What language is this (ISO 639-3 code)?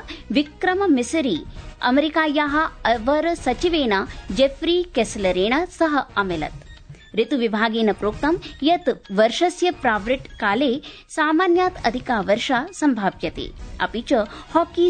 san